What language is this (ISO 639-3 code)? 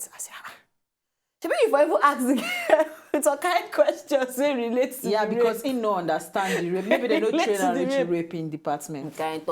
pcm